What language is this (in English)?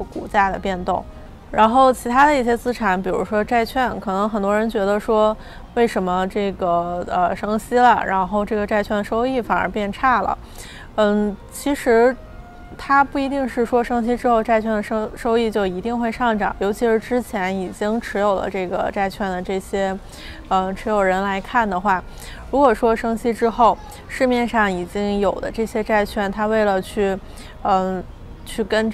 Chinese